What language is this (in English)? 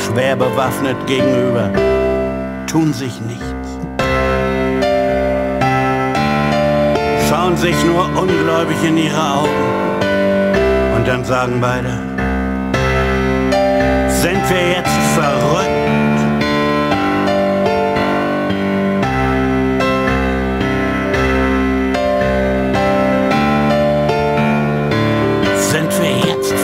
German